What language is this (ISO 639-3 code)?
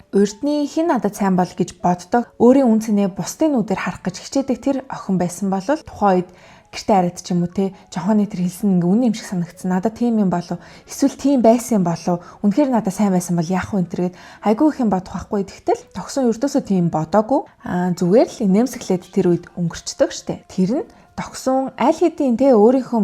mon